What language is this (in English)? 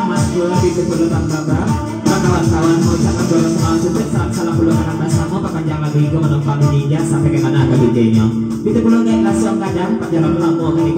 Minangkabau